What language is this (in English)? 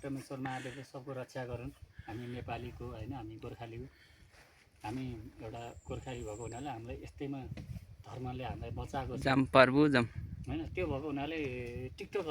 Nepali